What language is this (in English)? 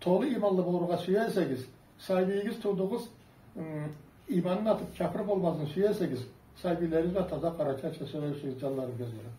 Karachay-Balkar